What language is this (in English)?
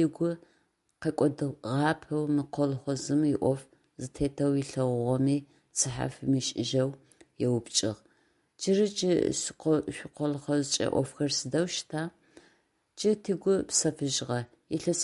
Adyghe